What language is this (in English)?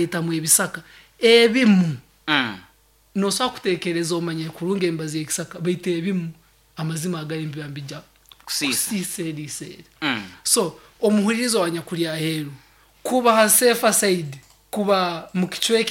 Nyoro